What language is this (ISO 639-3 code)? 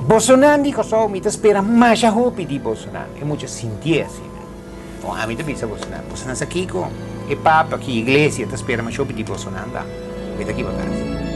pap